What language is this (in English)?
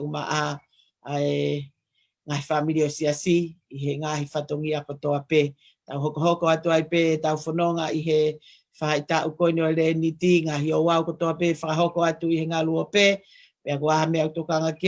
Tongan